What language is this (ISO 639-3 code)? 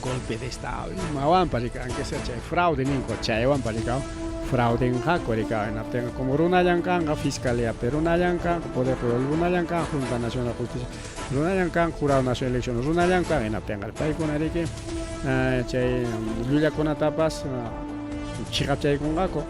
quy